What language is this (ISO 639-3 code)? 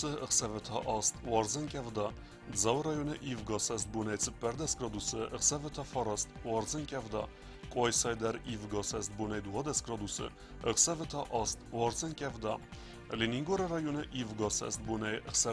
oss